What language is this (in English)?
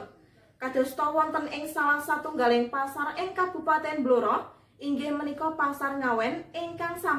Javanese